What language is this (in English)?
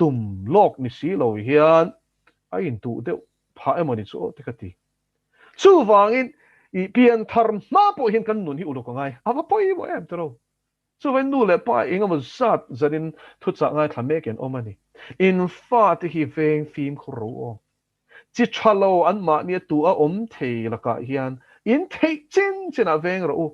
Mizo